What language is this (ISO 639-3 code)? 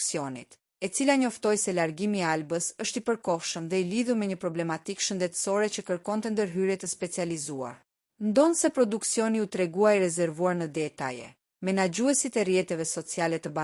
sqi